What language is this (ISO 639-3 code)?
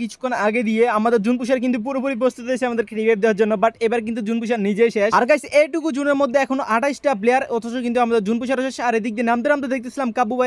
ben